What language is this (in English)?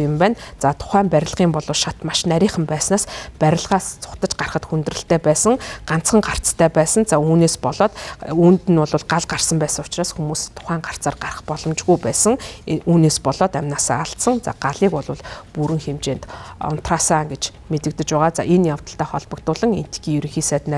Mongolian